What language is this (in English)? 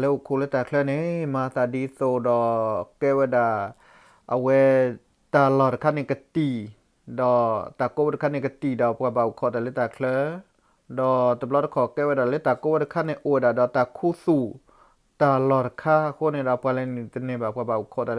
S'gaw Karen